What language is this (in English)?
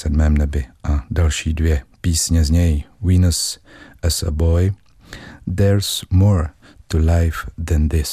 Czech